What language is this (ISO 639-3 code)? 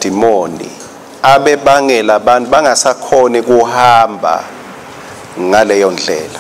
ssw